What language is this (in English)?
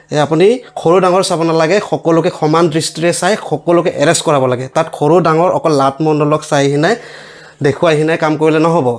Assamese